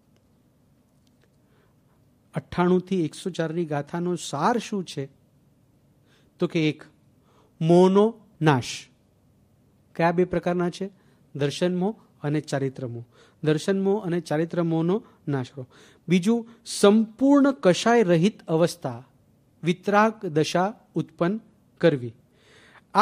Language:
Gujarati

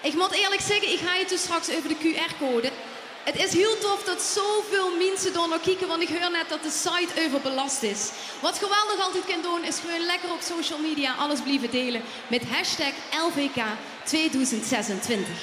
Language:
Limburgish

